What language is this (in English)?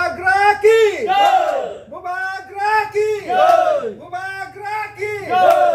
Kok Borok